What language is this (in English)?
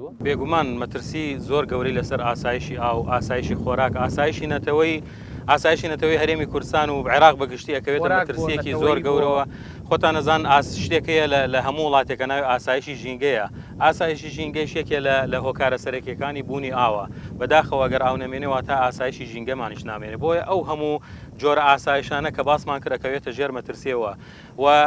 Central Kurdish